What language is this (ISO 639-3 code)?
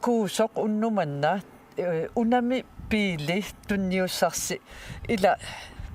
kal